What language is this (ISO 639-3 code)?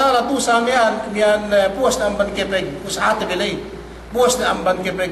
yka